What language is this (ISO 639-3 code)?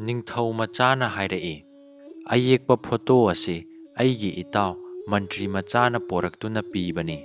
mni